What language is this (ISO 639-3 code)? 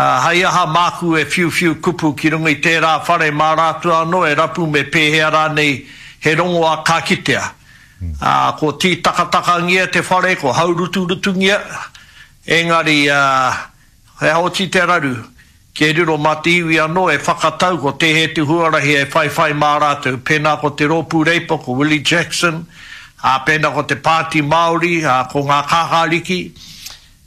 mri